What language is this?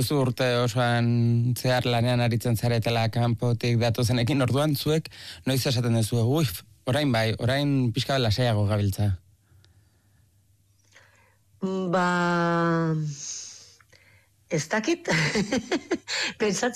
Basque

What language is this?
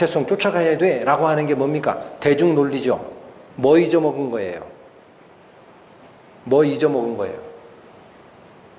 Korean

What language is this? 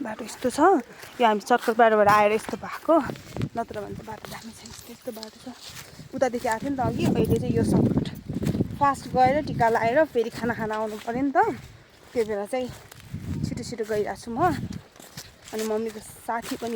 Nepali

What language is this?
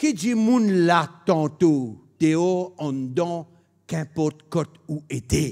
Morisyen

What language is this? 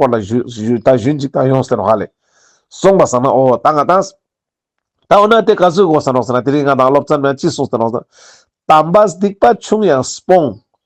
Ladakhi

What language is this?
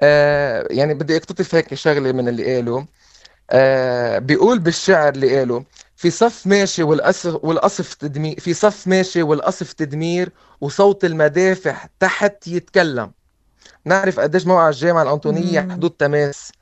North Levantine Arabic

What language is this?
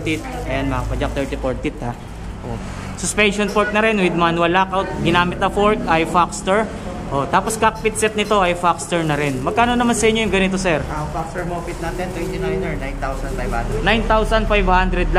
Filipino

